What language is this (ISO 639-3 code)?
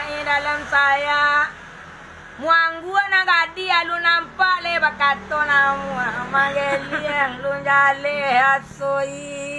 min